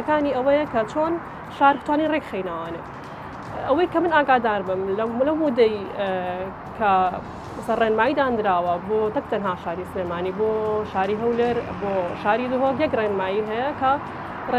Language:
Central Kurdish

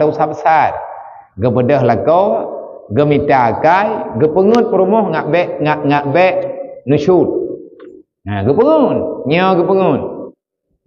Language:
Achinese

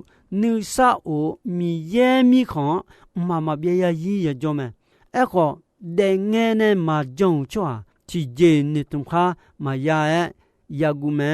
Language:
Akha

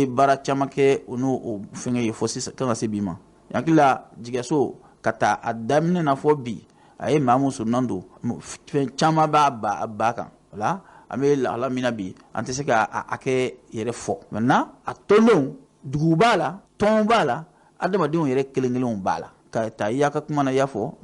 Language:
Bambara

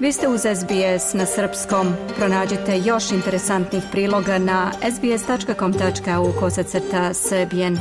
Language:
Serbian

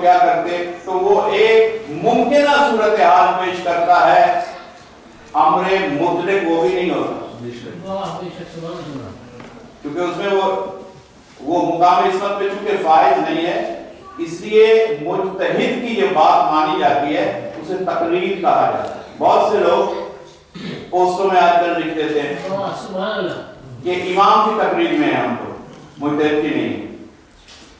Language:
Urdu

